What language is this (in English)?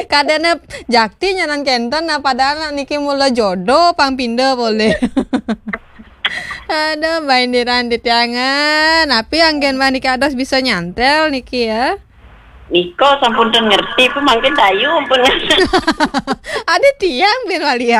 Balinese